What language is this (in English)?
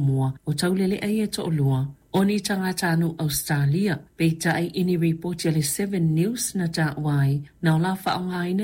Samoan